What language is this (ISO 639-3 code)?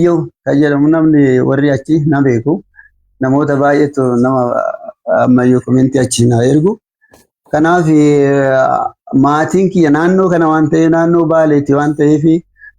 orm